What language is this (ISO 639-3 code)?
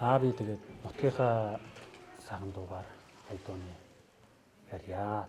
mon